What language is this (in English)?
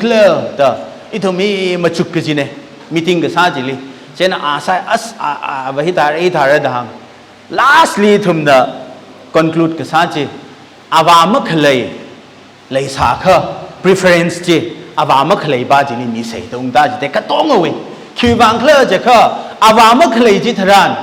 Tangkhul Naga (India)